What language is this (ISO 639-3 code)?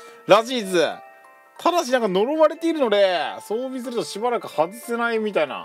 jpn